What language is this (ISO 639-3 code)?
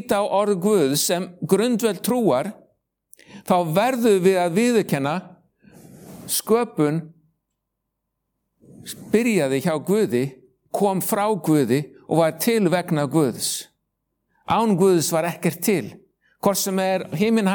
isl